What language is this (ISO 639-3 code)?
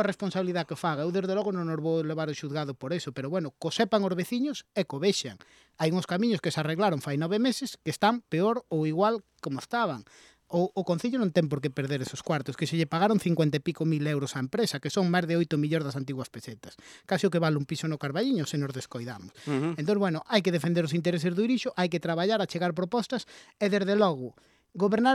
glg